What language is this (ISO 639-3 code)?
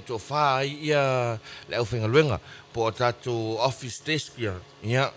smo